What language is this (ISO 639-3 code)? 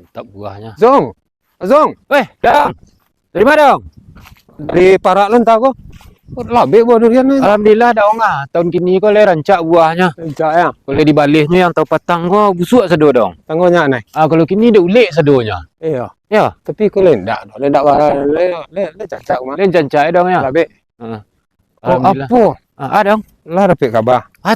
min